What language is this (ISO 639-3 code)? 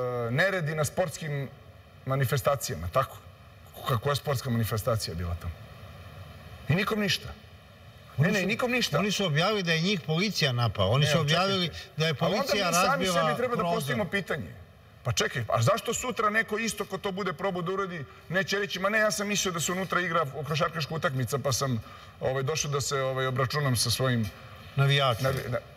srp